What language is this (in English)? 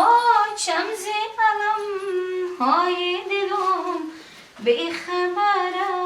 Tajik